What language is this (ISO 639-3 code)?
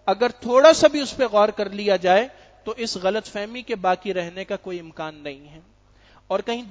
urd